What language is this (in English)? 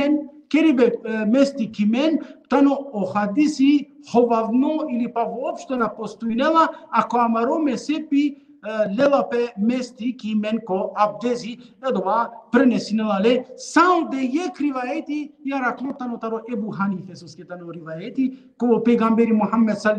Balkan Romani